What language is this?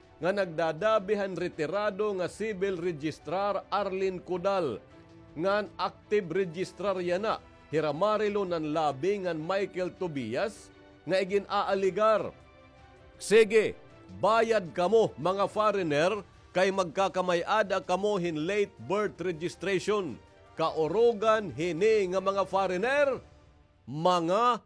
Waray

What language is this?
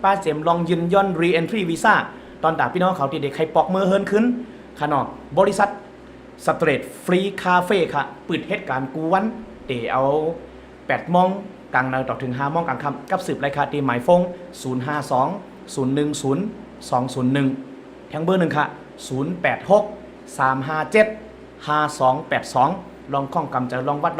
Shan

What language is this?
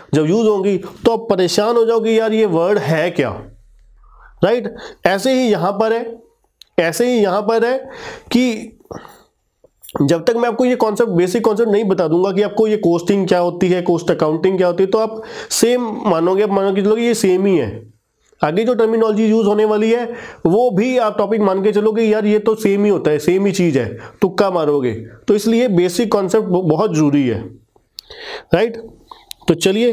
Hindi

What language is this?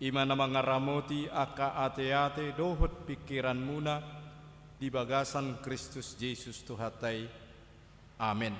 Batak Toba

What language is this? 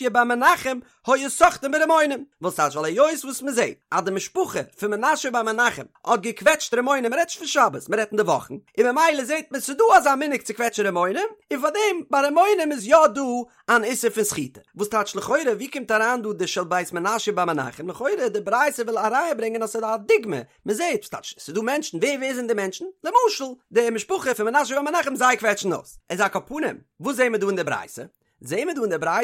Yiddish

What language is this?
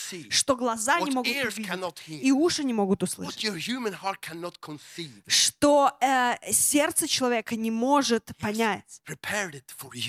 Russian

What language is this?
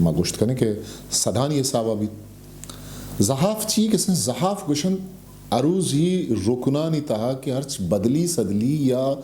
Eastern Balochi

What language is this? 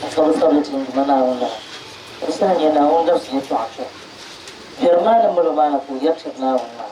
Dagbani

